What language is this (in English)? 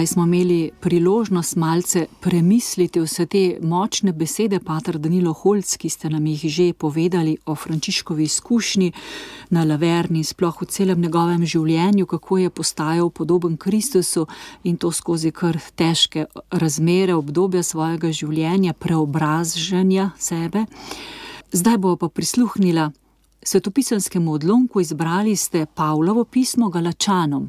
Slovenian